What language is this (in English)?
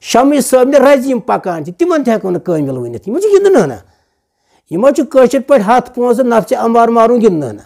Kashmiri